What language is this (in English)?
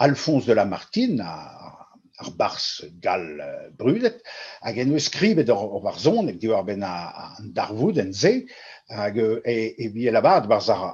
Breton